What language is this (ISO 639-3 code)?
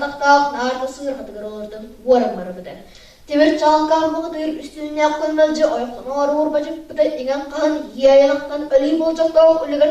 sah